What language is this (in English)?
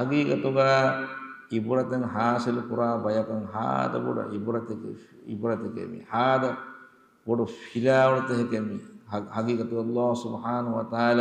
Divehi